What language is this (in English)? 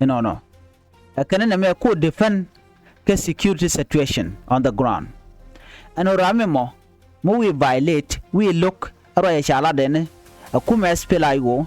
Nuer